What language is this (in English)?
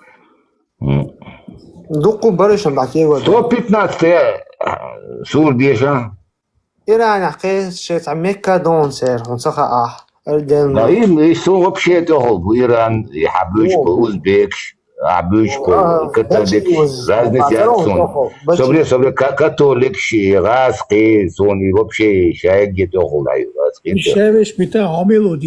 Chechen